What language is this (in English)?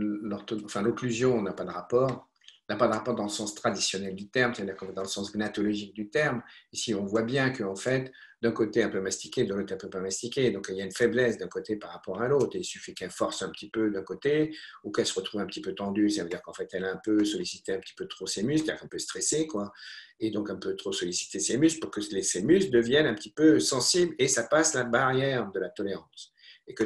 French